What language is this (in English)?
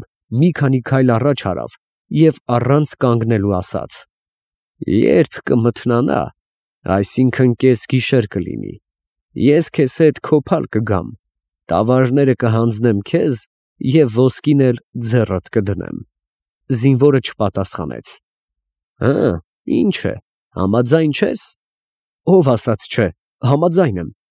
Armenian